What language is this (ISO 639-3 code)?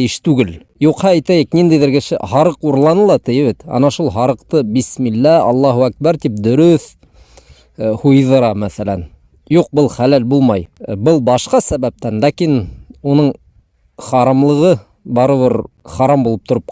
bak